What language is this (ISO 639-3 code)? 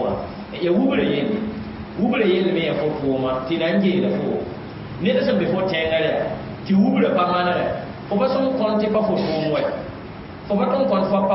mos